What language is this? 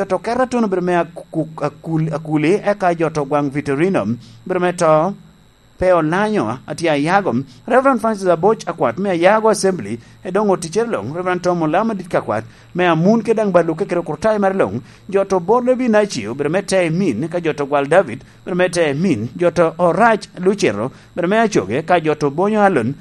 Lango (Uganda)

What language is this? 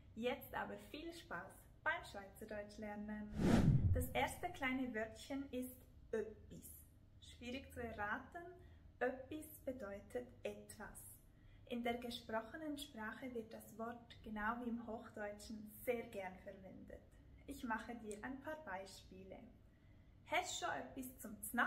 Swiss German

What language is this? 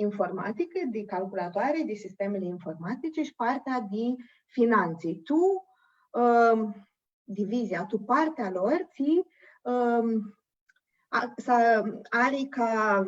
Aromanian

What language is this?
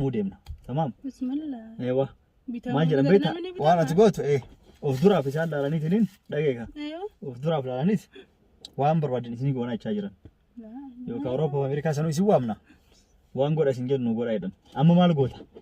Oromo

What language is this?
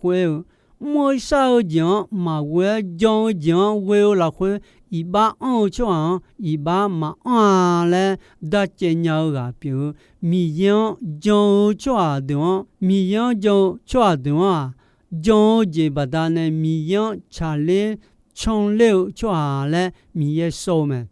Akha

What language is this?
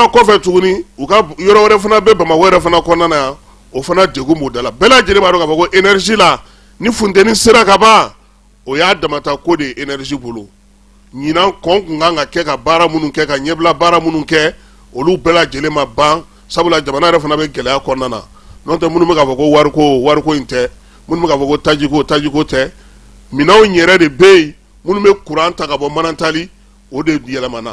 Bambara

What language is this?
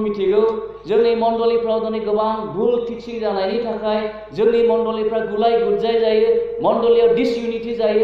Bodo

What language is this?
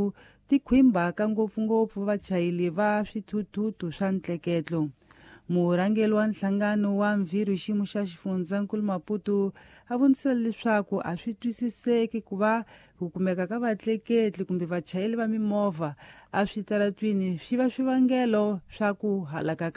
Tsonga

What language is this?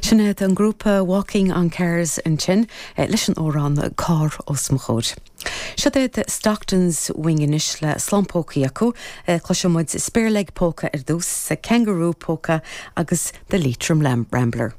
Irish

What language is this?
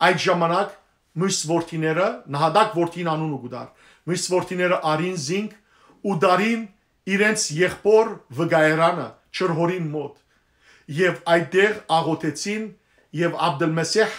Western Armenian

